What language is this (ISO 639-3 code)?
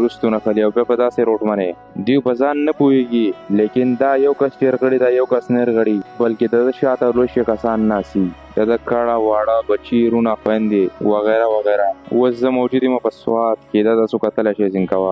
pus